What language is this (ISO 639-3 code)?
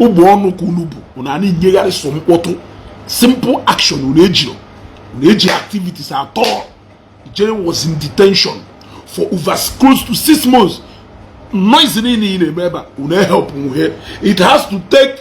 ibo